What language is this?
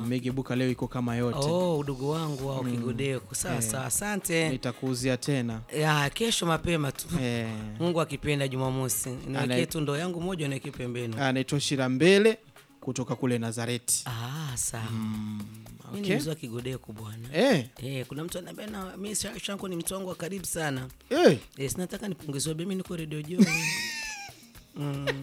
Swahili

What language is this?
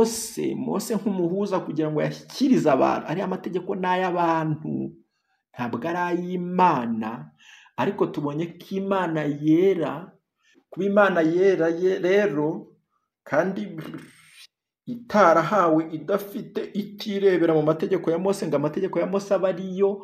Kinyarwanda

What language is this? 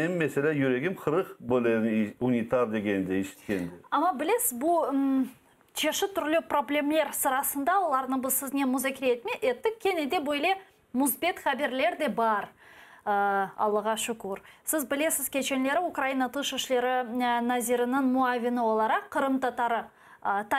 Crimean Tatar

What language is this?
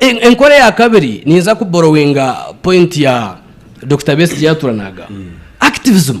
Nyankole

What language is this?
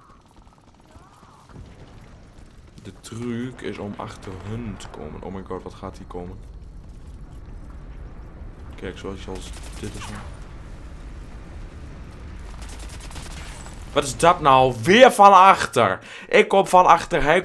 Dutch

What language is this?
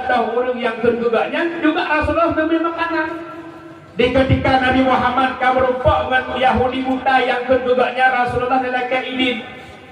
Achinese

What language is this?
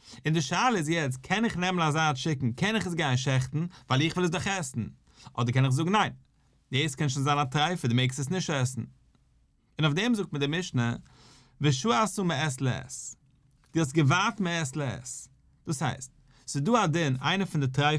Yiddish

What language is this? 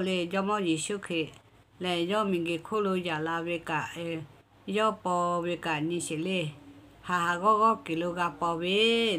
Lahu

